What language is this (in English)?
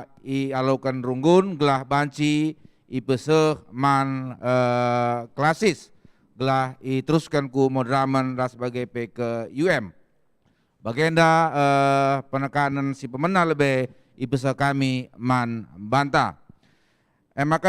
Batak Karo